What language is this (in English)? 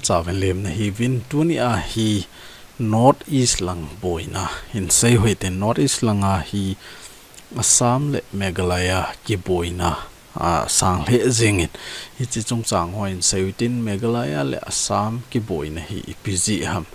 Thado Chin